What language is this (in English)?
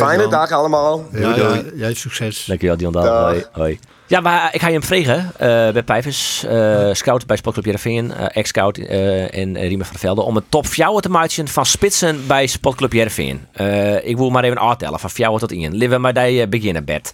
Western Frisian